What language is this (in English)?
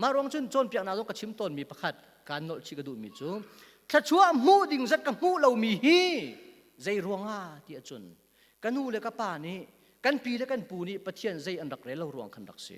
Hakha Chin